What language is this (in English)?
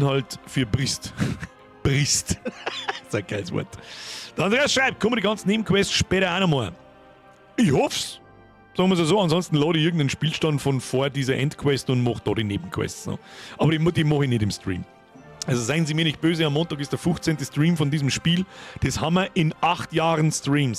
Bavarian